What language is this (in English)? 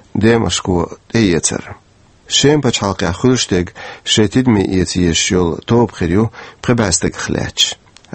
Chechen